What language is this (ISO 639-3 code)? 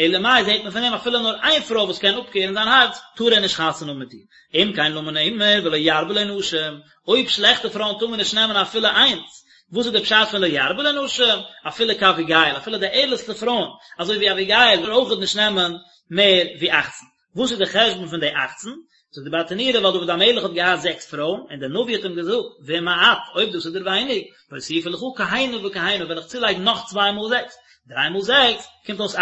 yid